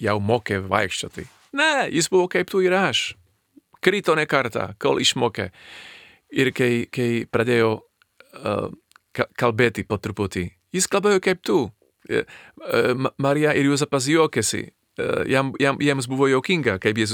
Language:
Lithuanian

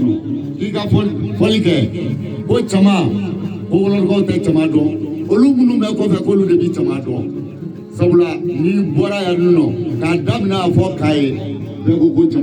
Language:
Bambara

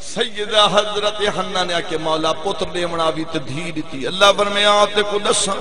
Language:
Saraiki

